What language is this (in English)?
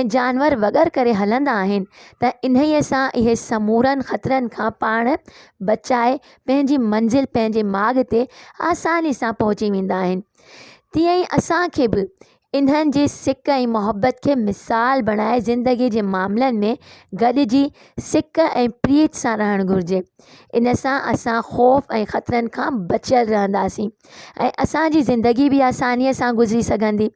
Sindhi